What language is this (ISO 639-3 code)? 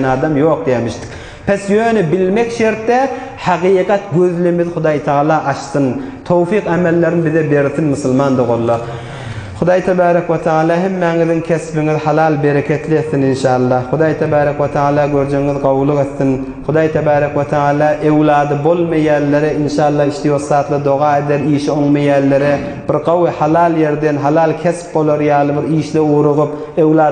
tuk